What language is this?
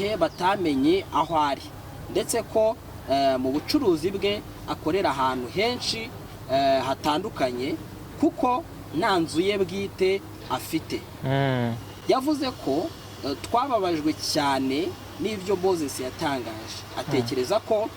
Kinyarwanda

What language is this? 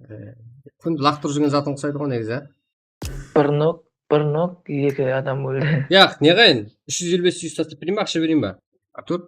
Kara-Kalpak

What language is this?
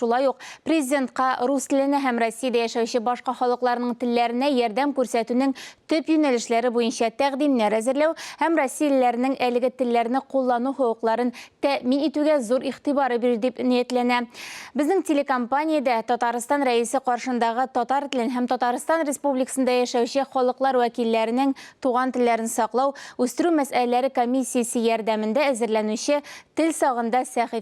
Tatar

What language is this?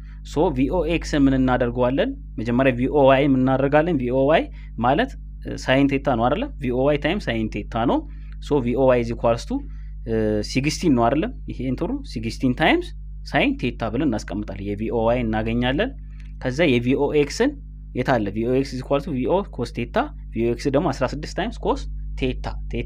Amharic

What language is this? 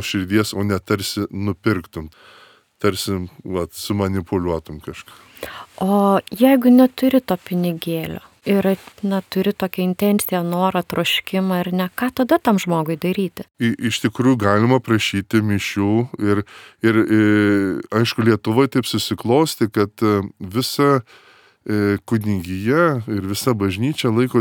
Lithuanian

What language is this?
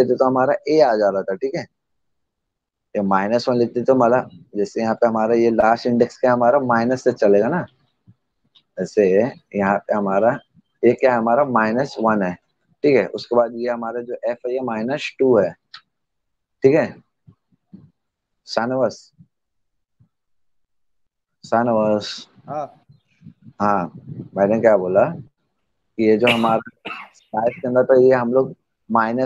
Hindi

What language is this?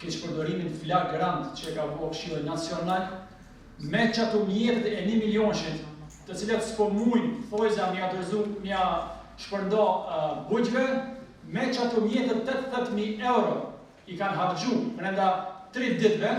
Albanian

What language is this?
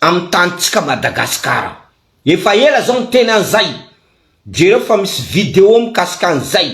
Malagasy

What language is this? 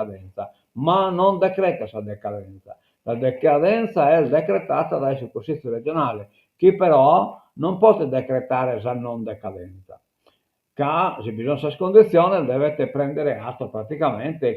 Sardinian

